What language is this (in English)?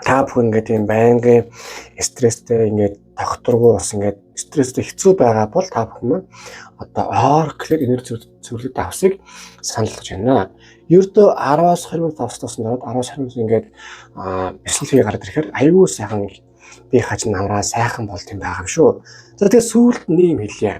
Mongolian